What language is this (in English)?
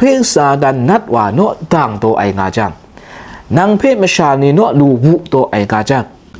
Kachin